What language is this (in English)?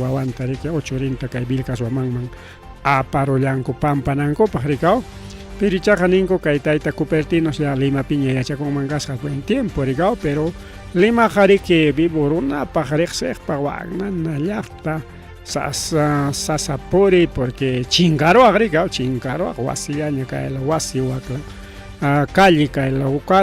Ayacucho Quechua